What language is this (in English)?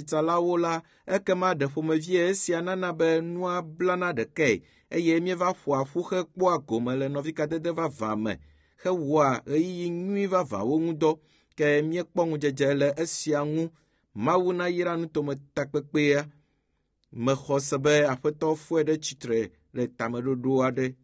Ewe